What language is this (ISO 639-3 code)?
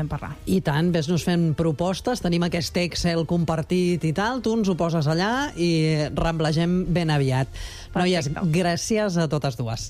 cat